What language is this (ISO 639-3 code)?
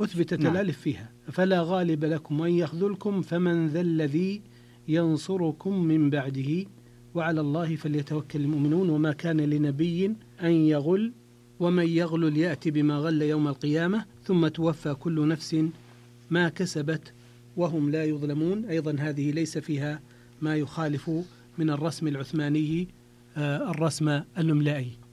ara